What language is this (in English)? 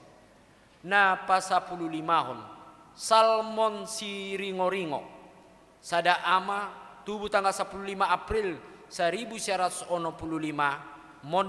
Batak Toba